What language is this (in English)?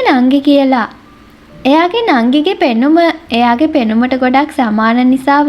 Sinhala